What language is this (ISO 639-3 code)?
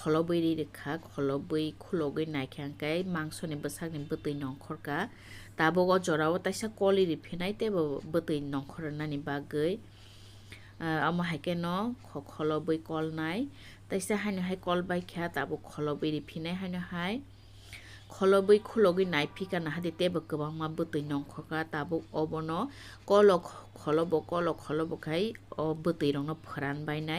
trp